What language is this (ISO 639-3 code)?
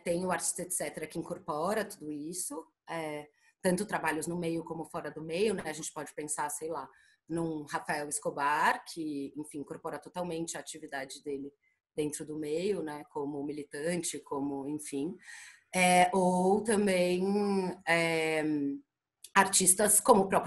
por